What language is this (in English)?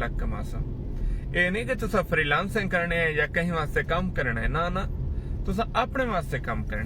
Saraiki